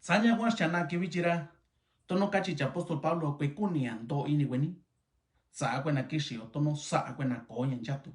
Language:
Mixtepec Mixtec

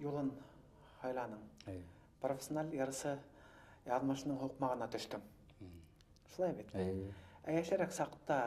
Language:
Bashkir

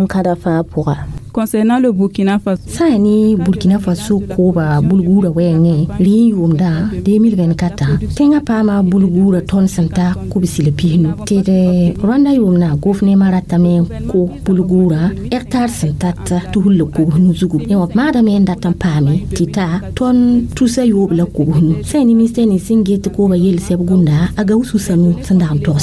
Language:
Mossi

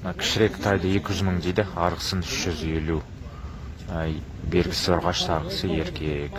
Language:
Kazakh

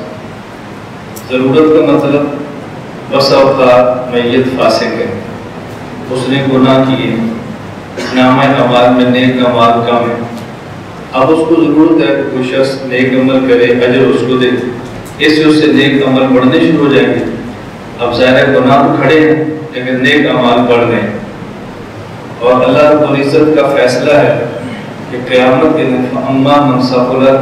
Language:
Urdu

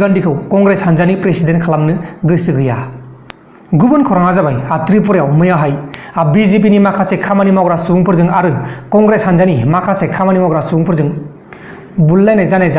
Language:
Bodo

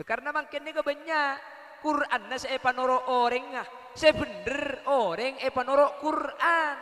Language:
Madurese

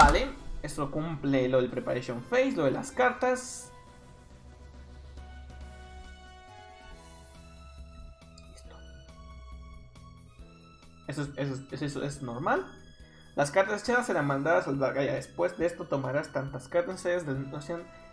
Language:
Spanish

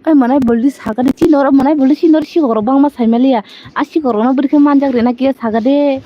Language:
Kok Borok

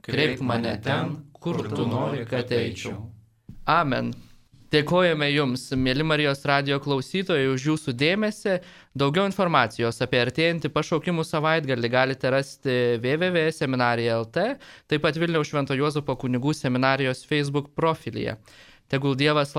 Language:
Lithuanian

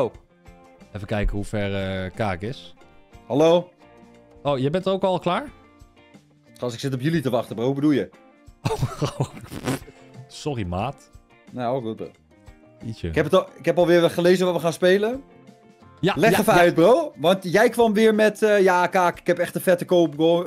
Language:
Dutch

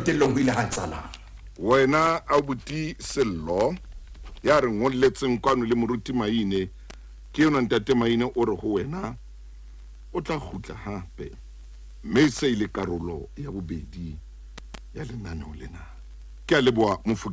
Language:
Southern Sotho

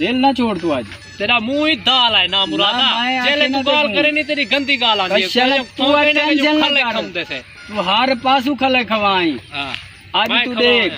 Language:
Saraiki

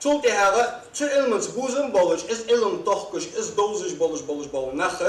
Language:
Ingush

